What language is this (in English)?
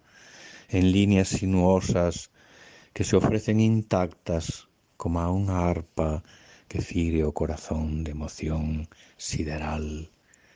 Galician